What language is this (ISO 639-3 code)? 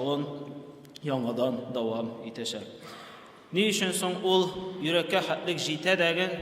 tat